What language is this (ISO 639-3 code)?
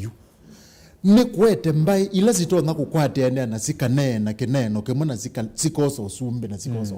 kam